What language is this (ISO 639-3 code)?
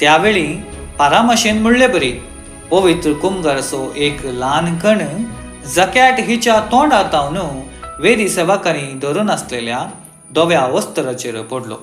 kok